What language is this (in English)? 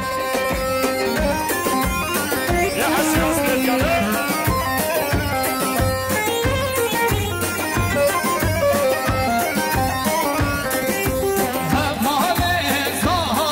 Persian